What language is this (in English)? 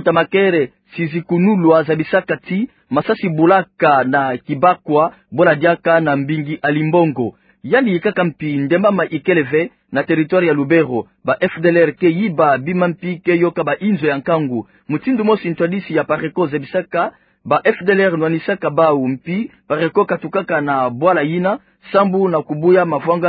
Kituba (Democratic Republic of Congo)